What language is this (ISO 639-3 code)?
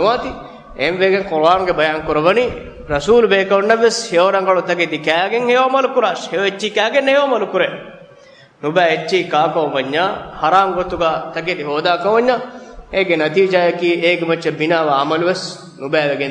div